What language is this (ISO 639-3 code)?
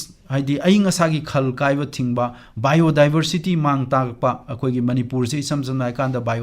mni